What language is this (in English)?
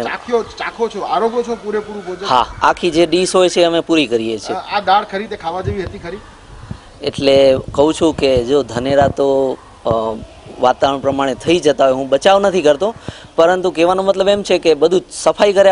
Gujarati